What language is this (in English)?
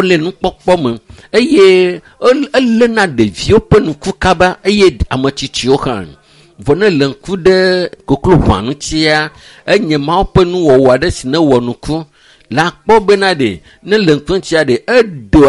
Ewe